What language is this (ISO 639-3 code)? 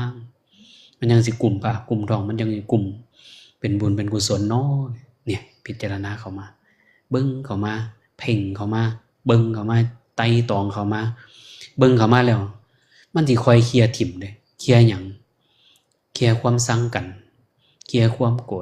tts